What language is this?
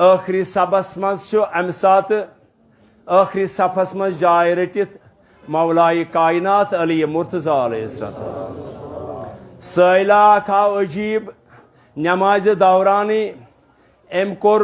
Kashmiri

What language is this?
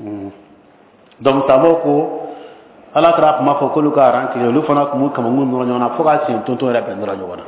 Bambara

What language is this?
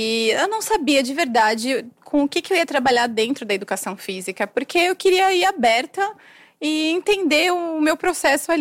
Portuguese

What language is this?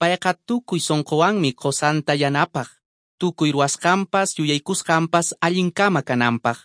Quechua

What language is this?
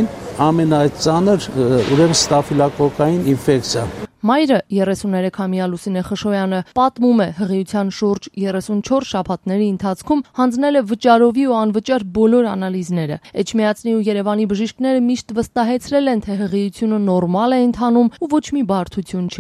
Armenian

